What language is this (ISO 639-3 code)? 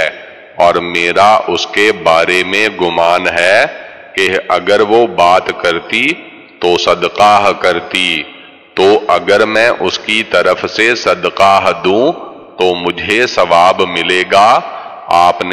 urd